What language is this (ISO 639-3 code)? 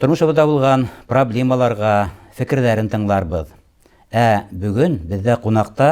bak